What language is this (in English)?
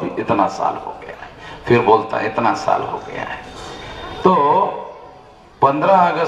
Hindi